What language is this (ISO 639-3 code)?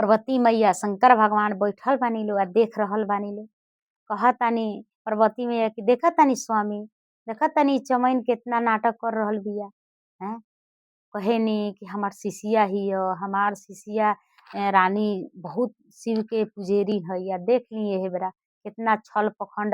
bho